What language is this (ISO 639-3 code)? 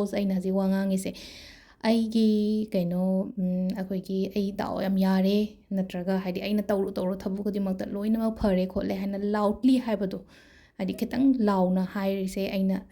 mni